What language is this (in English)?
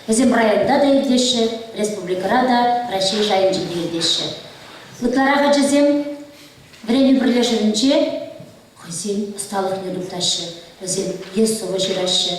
Chuvash